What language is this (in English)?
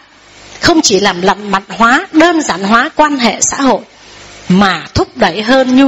Vietnamese